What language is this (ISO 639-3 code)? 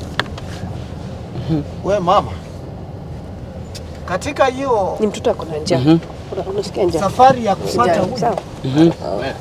swa